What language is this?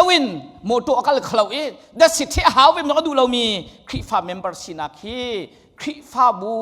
Hakha Chin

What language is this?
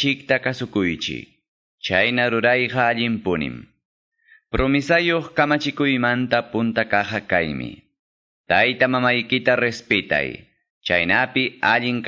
Quechua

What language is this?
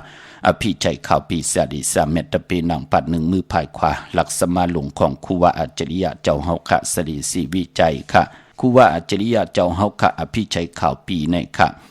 Shan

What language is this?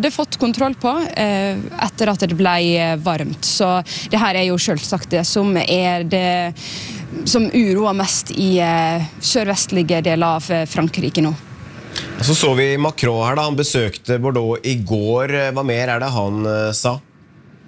Norwegian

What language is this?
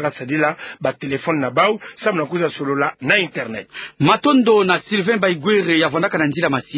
Kituba (Democratic Republic of Congo)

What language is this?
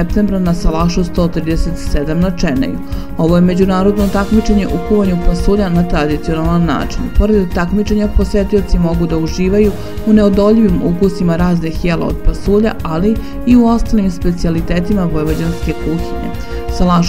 Serbian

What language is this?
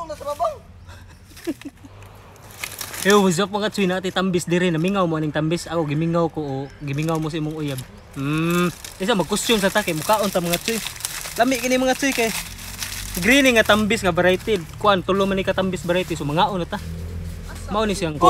Cebuano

